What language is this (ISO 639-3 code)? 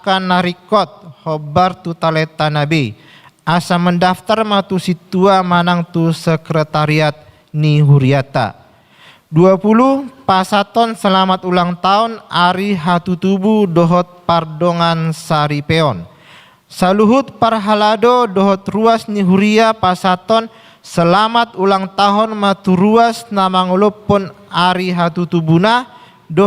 bbc